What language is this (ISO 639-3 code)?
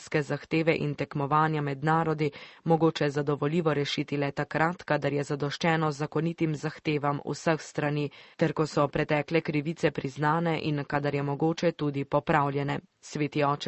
slv